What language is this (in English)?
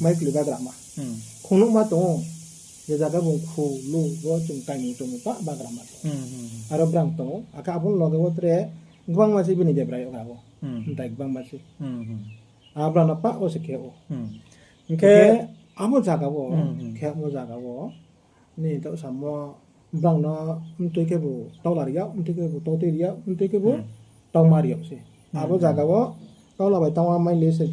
Riang (India)